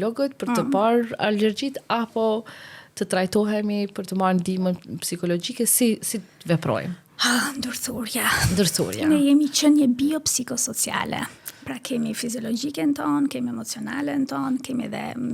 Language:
Albanian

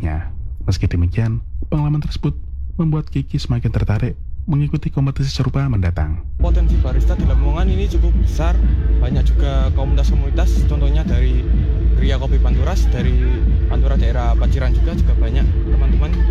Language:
Indonesian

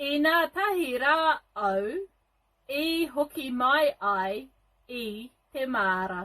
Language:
Māori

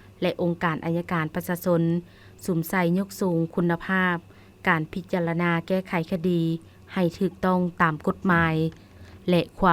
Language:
Lao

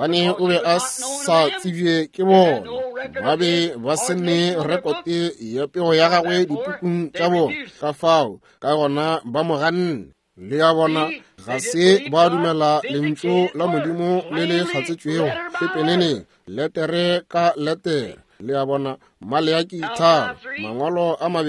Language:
Northern Sotho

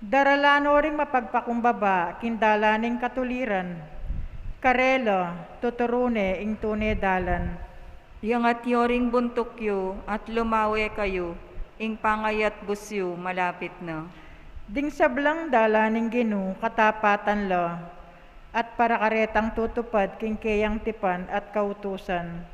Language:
Pampanga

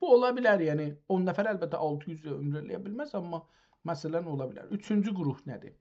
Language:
South Azerbaijani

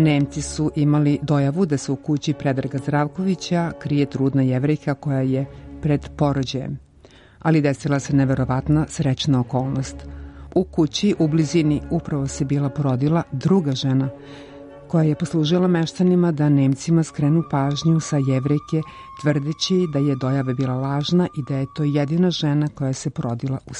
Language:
Serbian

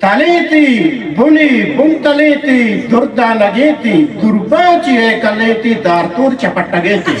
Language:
Eastern Balochi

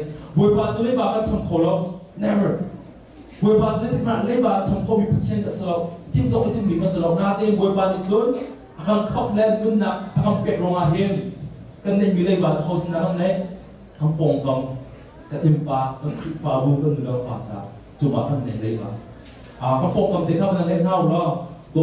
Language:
Hakha Chin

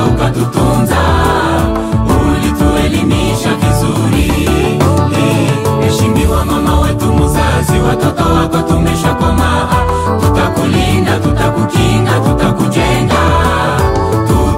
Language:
Swahili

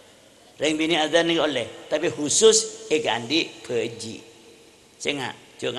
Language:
Madurese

